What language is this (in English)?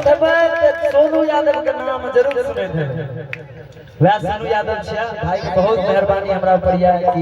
Maithili